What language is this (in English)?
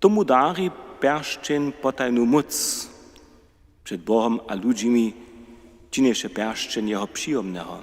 Upper Sorbian